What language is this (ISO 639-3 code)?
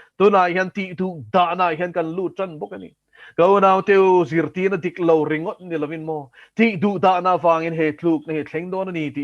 lus